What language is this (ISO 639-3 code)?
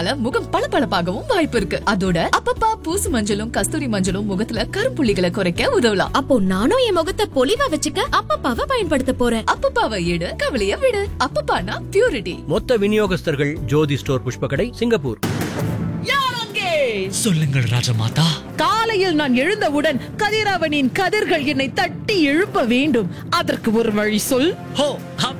tam